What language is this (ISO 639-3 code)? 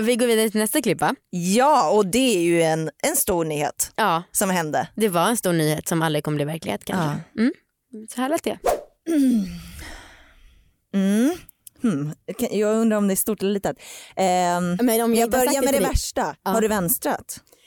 swe